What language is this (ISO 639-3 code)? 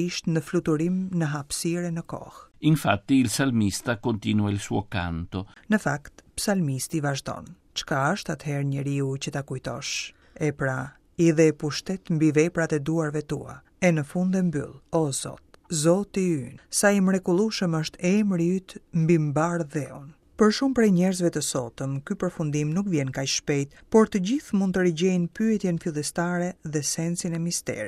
sqi